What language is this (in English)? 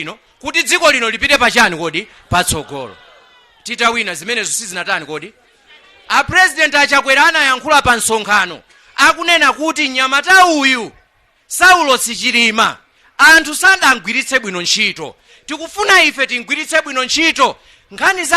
Nyanja